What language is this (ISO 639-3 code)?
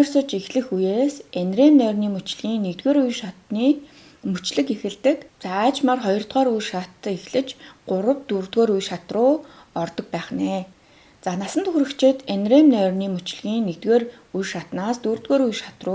mon